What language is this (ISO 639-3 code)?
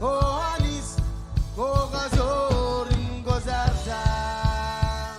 mah